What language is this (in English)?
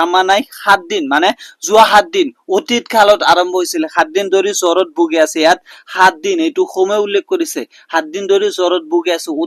Assamese